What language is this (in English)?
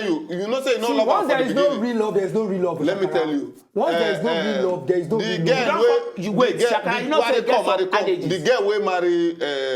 Nigerian Pidgin